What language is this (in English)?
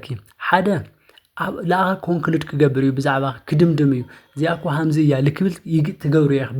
Tigrinya